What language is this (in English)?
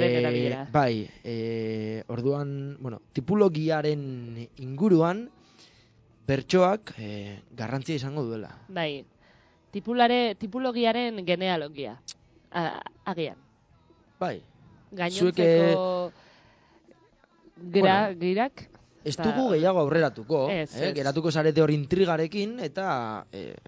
Basque